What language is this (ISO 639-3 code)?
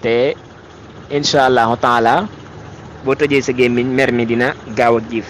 wol